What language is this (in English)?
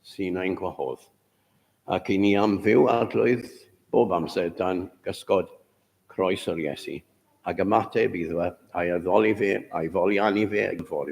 Welsh